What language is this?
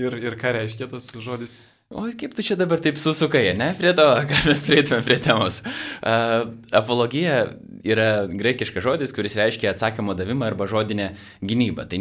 Lithuanian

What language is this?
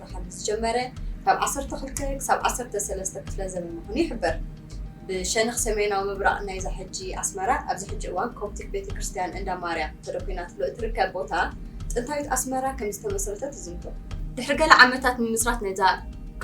Tigrinya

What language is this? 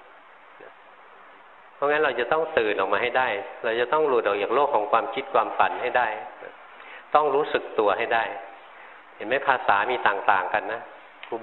Thai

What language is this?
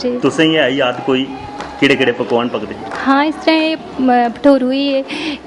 Dogri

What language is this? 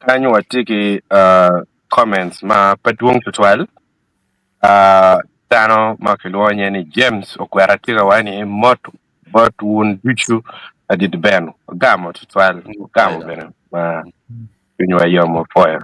Acoli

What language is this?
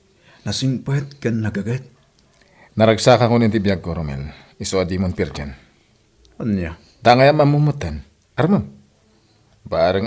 Iloko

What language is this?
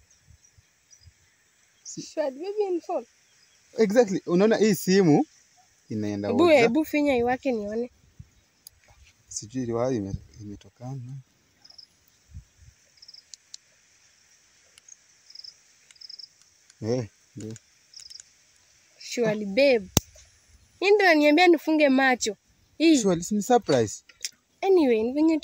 Swahili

